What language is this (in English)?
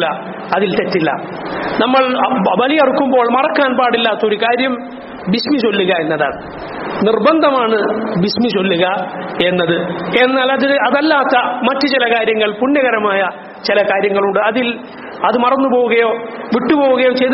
Malayalam